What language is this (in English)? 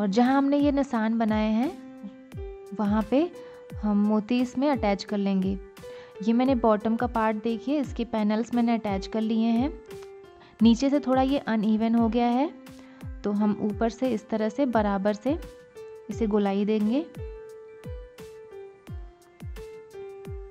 Hindi